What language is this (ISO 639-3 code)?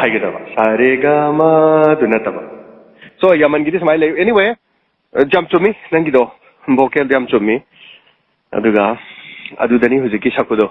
mni